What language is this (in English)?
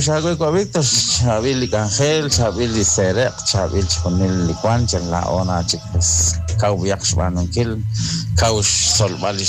Kekchí